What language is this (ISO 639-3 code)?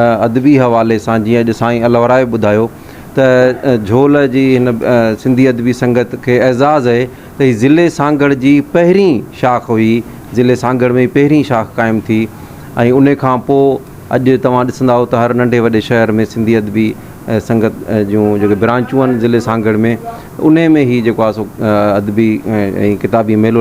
snd